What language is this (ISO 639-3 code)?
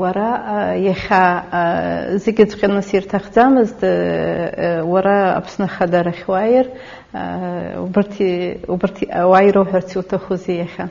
abk